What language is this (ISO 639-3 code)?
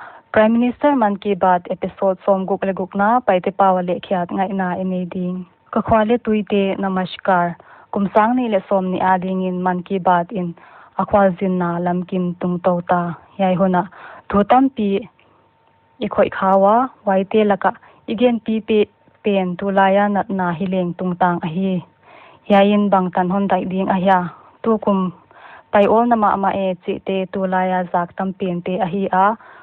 pck